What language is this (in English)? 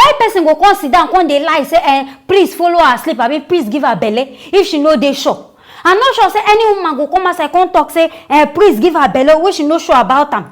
Nigerian Pidgin